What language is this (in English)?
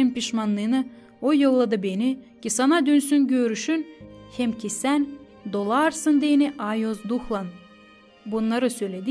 Gagauz